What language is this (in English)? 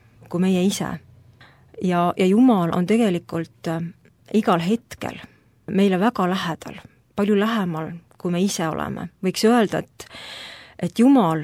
Estonian